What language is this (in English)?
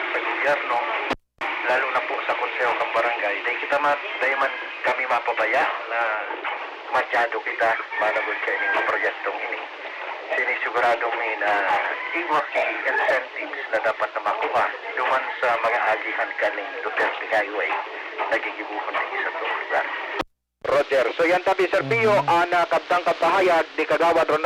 Bikol